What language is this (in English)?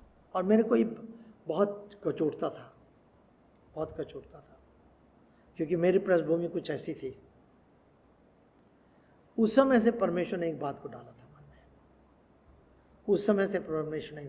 Hindi